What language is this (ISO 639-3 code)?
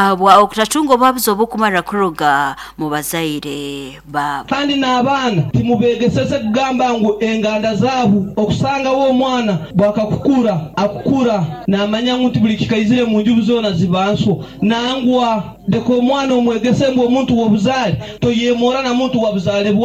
nyo